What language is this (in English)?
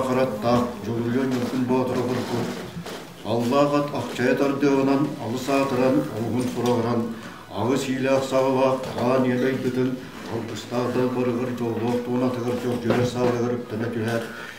Yakut